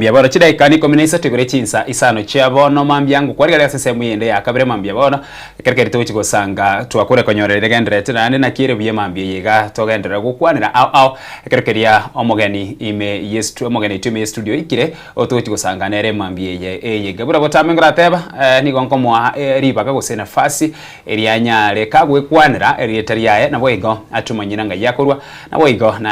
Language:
Gusii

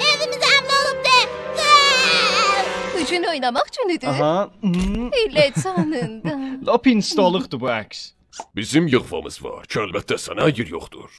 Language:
South Azerbaijani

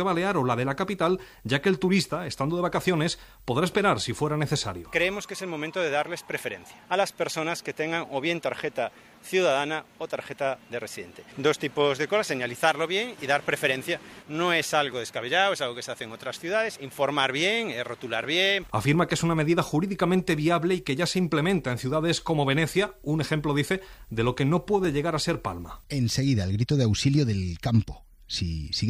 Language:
Spanish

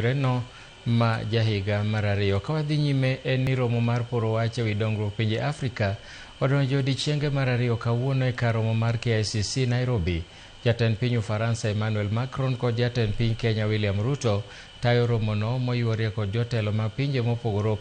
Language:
Luo (Kenya and Tanzania)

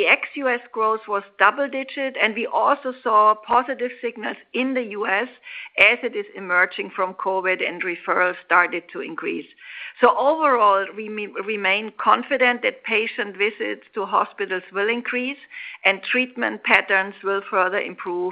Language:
English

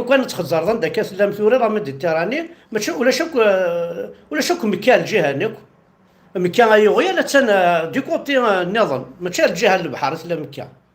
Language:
Kabyle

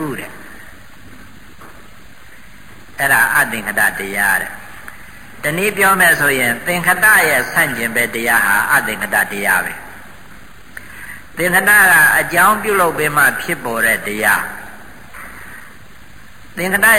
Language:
Burmese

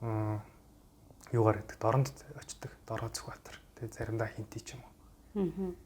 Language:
Mongolian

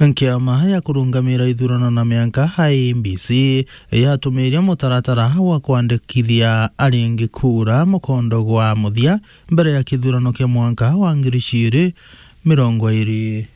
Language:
Meru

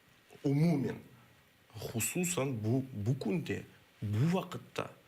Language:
Crimean Tatar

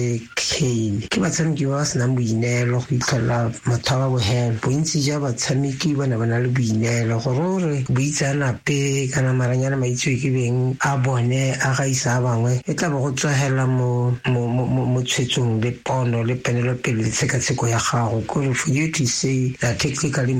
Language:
Tswana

